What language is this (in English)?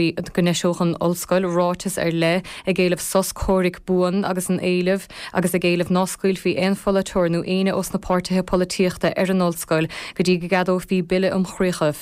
Irish